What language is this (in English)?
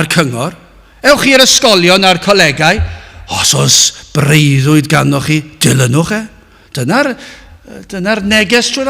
Welsh